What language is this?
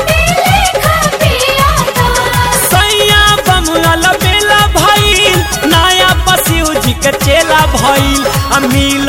Bhojpuri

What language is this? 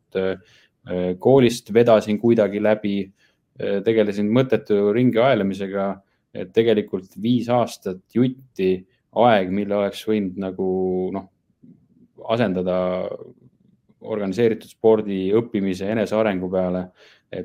Estonian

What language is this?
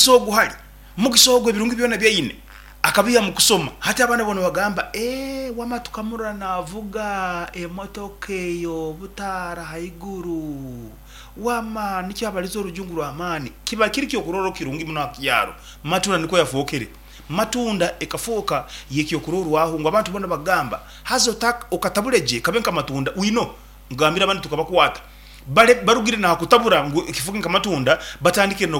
Nyankole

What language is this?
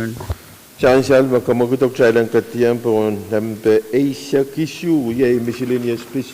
Pohnpeian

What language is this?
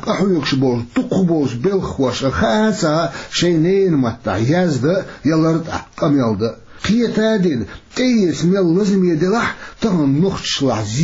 Chechen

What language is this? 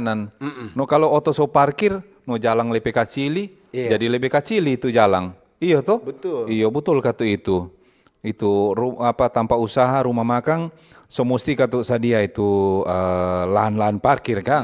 Manado Malay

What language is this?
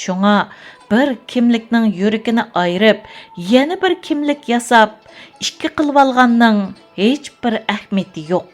Uyghur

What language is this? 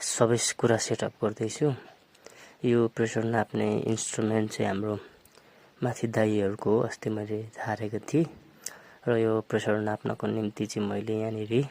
Nepali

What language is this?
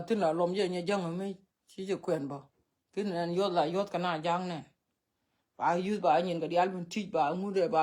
Nuer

